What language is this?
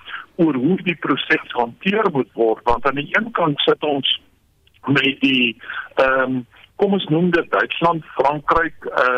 Afrikaans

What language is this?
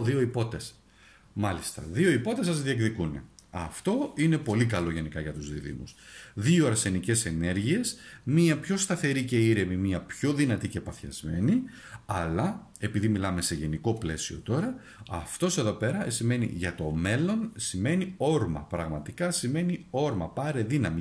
Greek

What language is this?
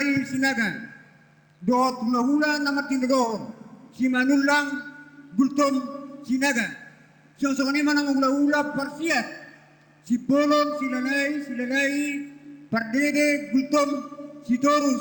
Batak Toba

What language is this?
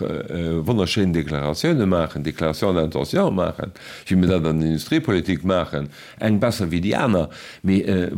Luxembourgish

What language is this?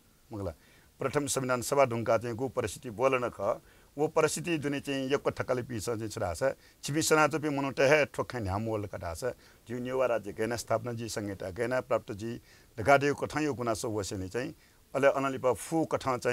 Newari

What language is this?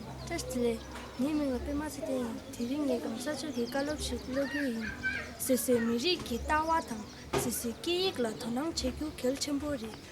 Tibetan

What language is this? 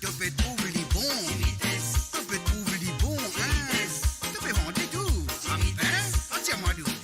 Morisyen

